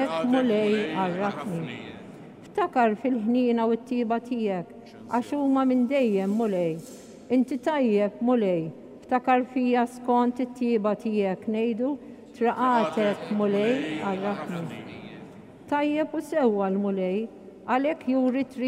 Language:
Maltese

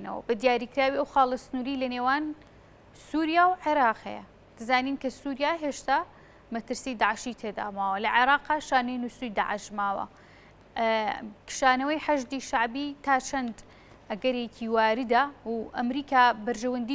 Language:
Central Kurdish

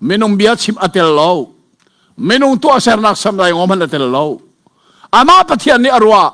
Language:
Hakha Chin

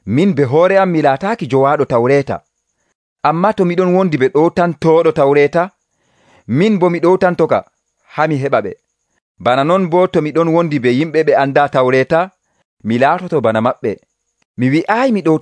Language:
Nigerian Fulfulde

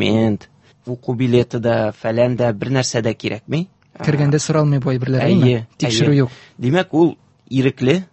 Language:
Tatar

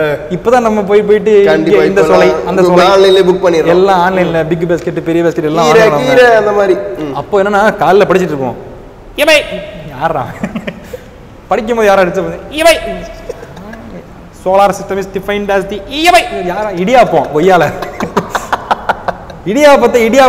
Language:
Tamil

